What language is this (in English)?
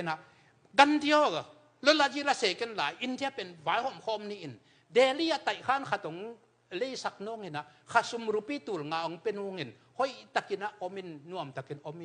Tedim Chin